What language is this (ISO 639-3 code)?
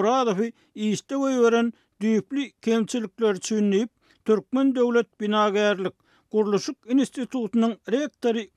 tuk